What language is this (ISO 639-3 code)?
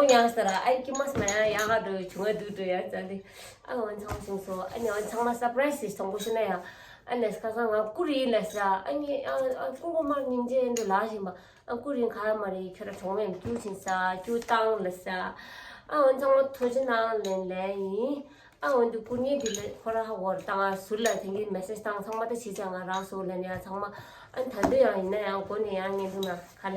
bod